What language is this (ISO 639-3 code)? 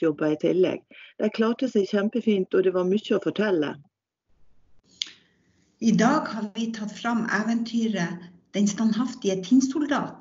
nor